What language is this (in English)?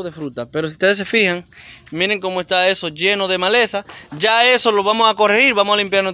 Spanish